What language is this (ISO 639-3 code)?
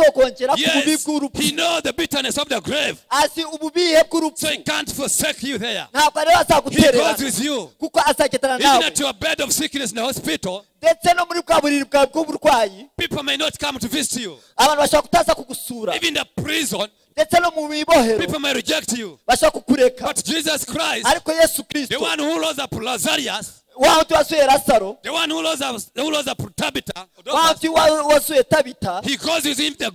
kin